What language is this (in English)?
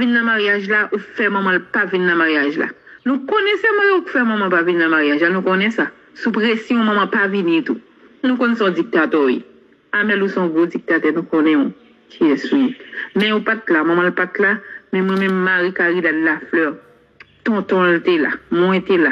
Haitian Creole